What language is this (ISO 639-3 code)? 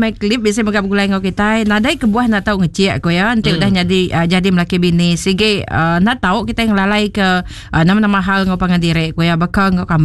iba